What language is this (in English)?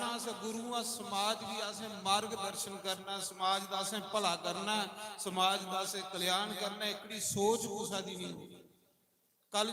Dogri